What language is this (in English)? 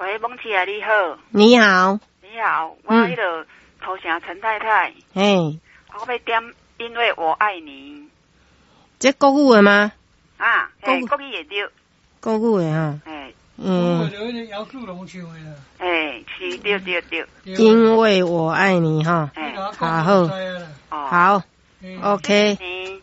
Min Nan Chinese